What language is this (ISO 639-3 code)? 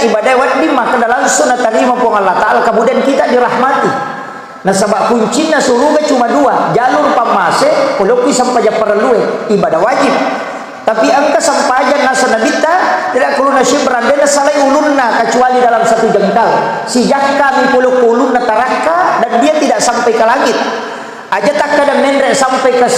bug